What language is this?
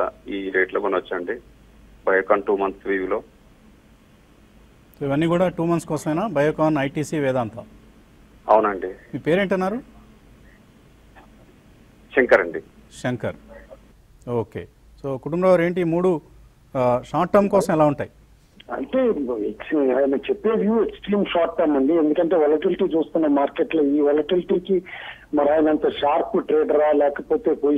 Telugu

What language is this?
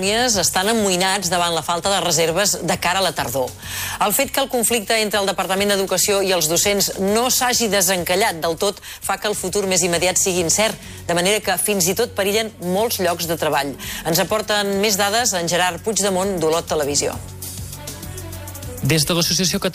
Catalan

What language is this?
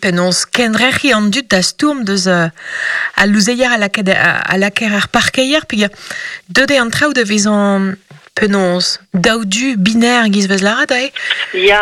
Breton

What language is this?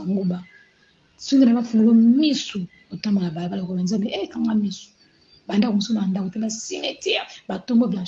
Lingala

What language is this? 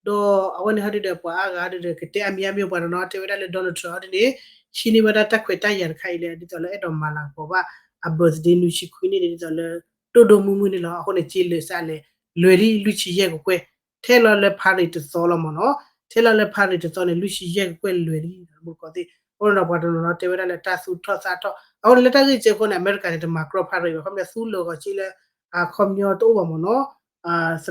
S'gaw Karen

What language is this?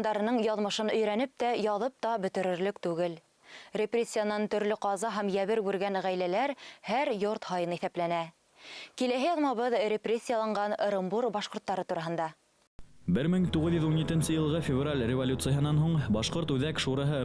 Bashkir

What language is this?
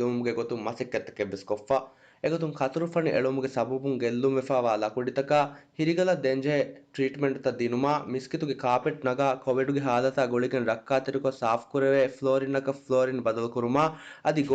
Divehi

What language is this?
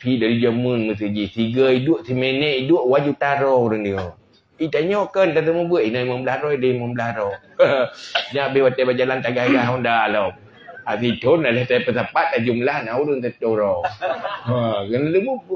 Achinese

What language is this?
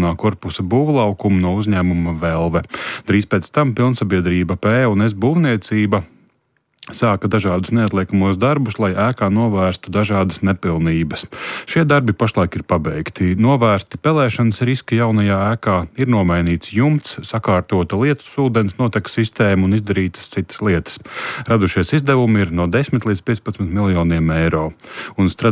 Latvian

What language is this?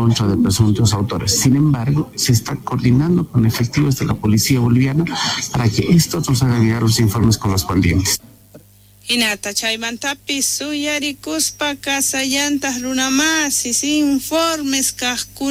South Bolivian Quechua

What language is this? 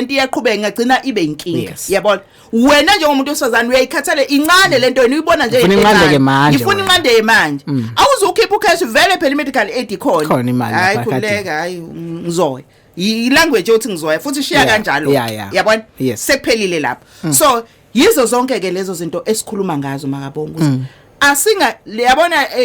Zulu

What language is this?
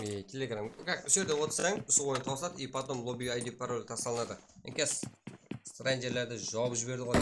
Kara-Kalpak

